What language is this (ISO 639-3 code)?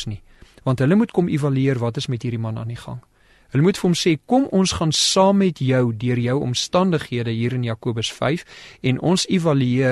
afr